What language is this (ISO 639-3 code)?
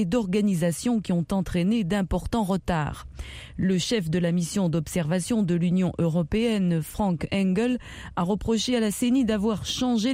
fra